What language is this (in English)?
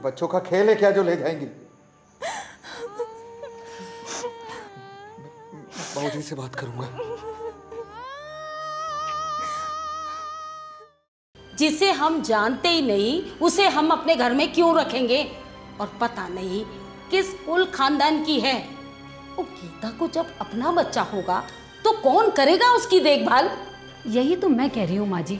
Hindi